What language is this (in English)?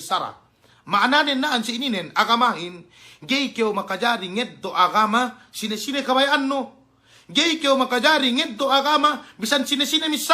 Yakan